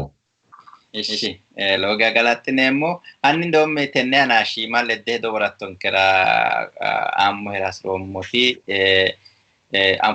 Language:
Sidamo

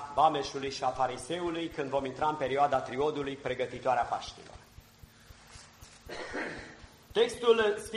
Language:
Romanian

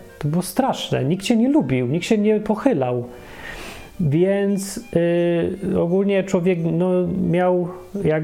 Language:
Polish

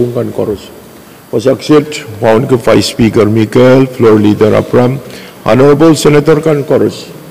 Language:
Pohnpeian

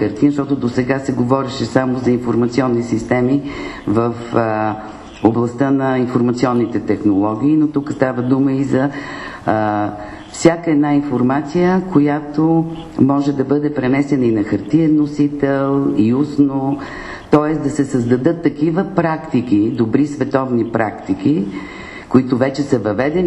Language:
Bulgarian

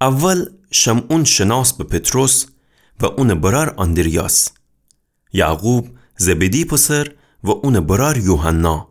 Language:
Gilaki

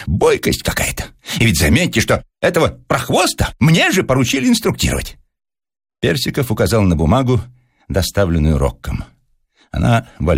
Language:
Russian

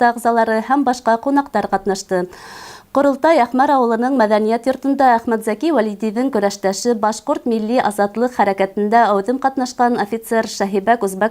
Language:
Bashkir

